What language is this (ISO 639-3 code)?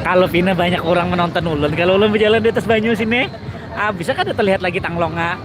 bjn